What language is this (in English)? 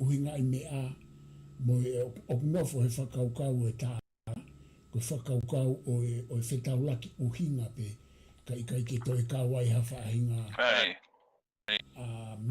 Tongan